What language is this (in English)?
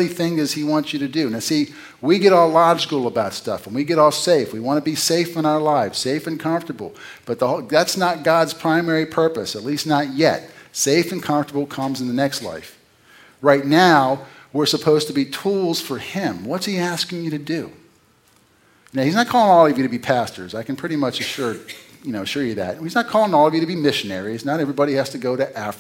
English